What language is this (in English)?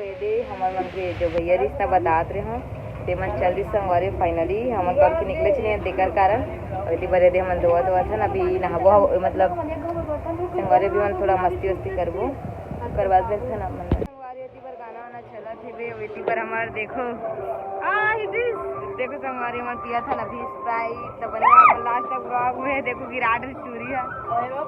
Chhattisgarhi